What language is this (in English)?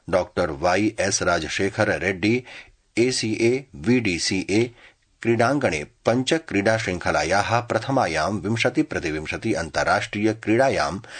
Sanskrit